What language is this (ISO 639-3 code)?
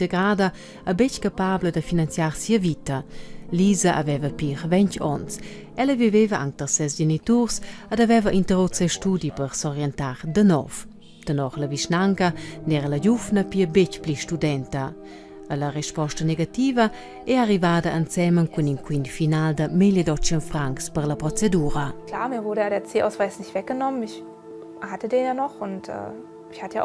roh